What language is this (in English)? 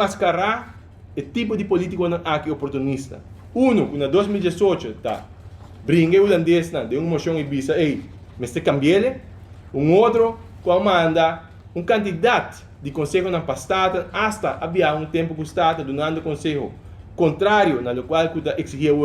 Papiamento